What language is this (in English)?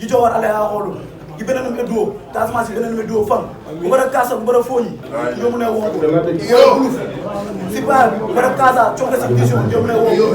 Wolof